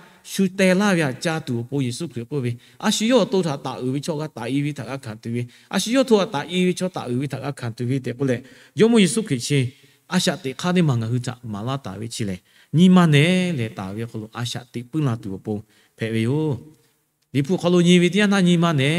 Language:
Lahu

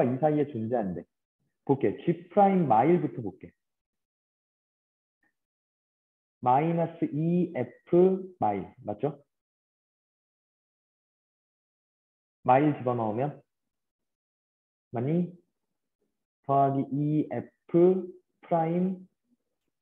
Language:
Korean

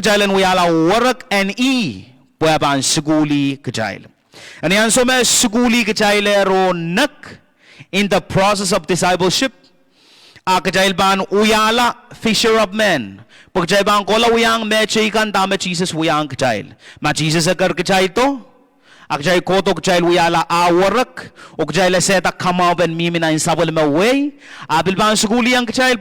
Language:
Pohnpeian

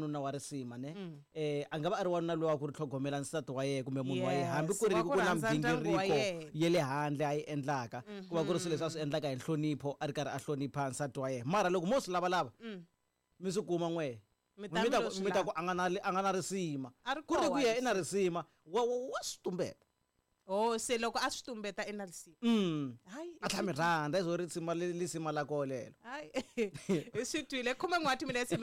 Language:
Tsonga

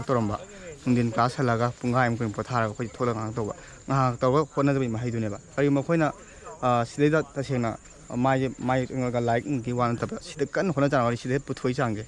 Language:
Manipuri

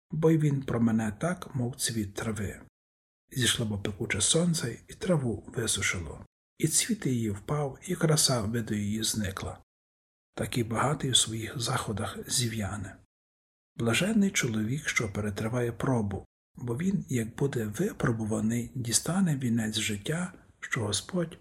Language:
Ukrainian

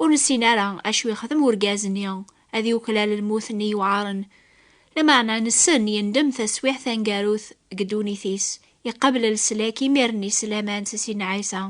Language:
Kabyle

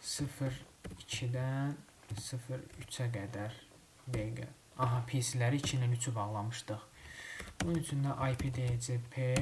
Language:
Azerbaijani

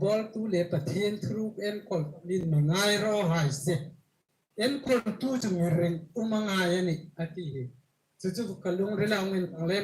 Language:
Hmar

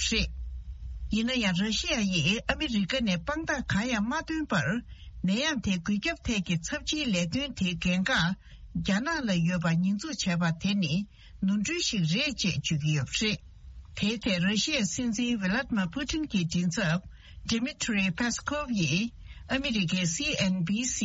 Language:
Tibetan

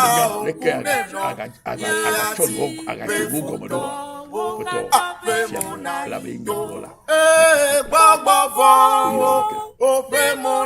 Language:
Ewe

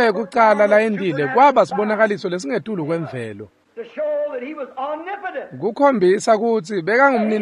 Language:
Swati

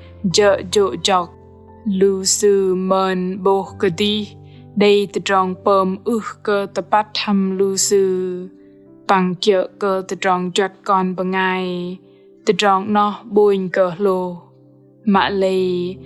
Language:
Bahnar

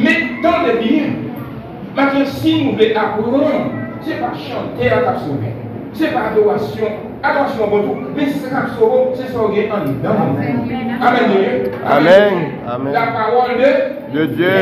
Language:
Haitian Creole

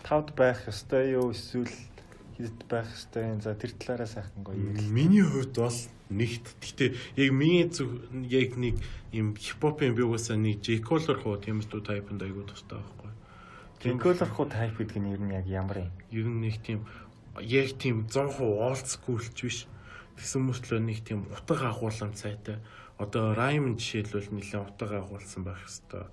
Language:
Mongolian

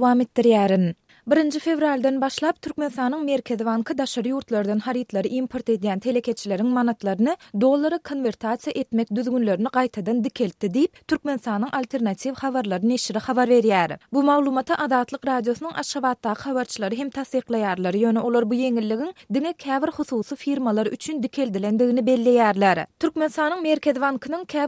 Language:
Turkmen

